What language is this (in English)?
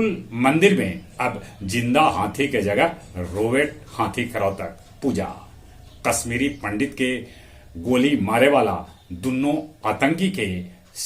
Magahi